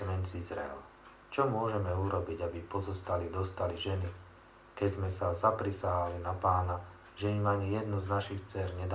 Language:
Slovak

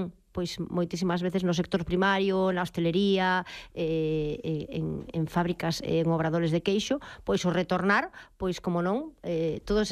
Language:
Galician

